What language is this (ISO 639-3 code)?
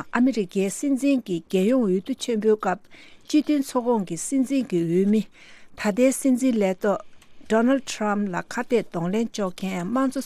bod